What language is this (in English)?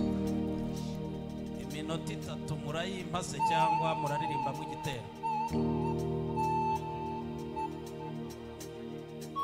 Kinyarwanda